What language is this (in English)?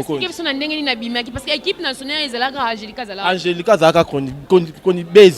Lingala